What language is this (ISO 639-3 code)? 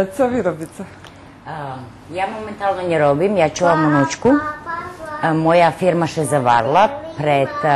rue